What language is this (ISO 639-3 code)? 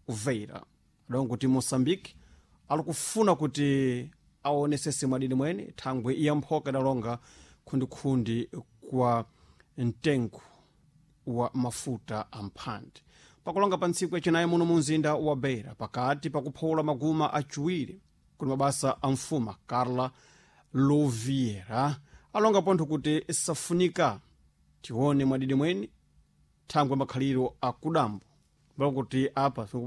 seh